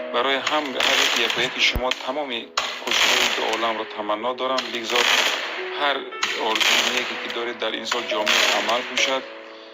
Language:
Tajik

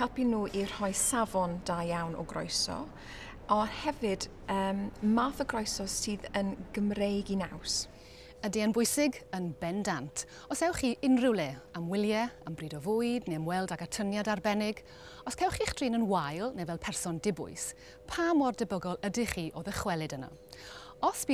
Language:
Welsh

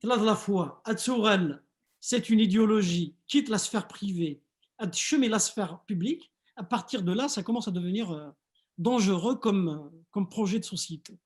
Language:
Kabyle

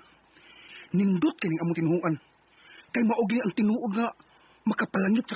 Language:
Cebuano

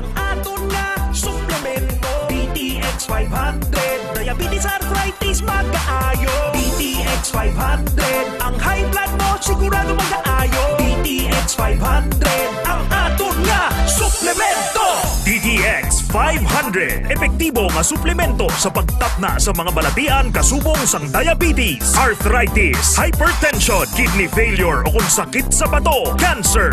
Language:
Hiligaynon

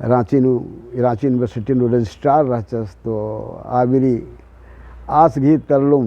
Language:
Kurukh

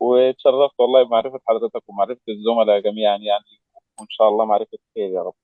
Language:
Egyptian Arabic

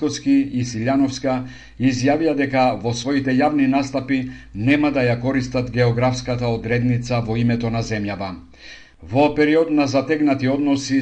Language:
Macedonian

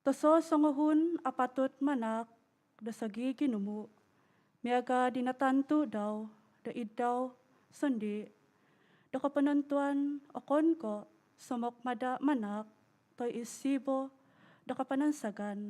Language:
Central Dusun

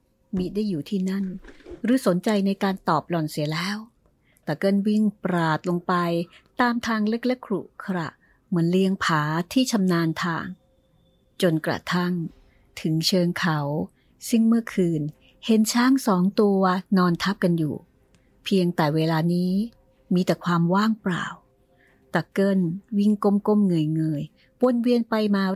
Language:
Thai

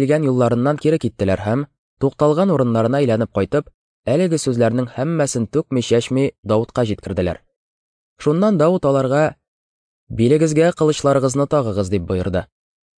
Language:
Tatar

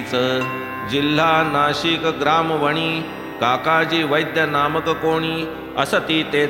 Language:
Marathi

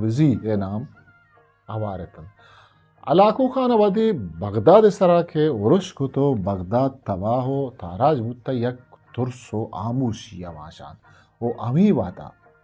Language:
Eastern Balochi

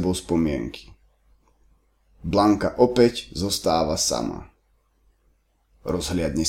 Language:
Slovak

